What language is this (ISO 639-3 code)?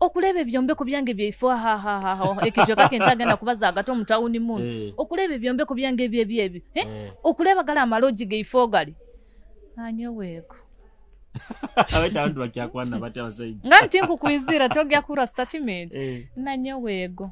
nyo